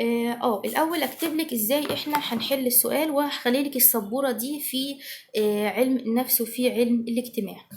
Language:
Egyptian Arabic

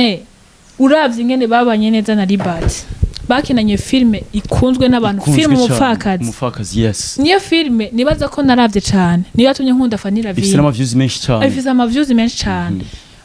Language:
Rundi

